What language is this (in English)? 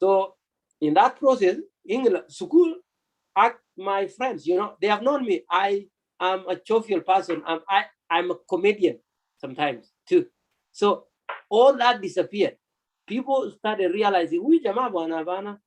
Kalenjin